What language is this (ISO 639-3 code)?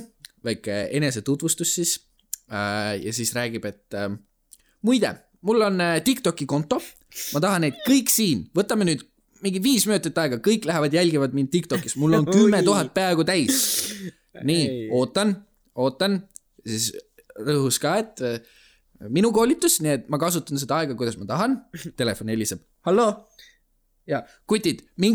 est